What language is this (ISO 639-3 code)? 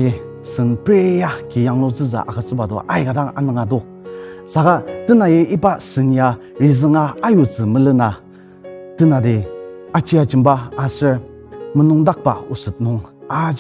njo